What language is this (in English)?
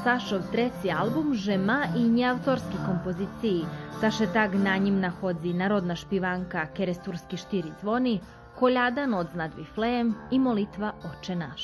Rusyn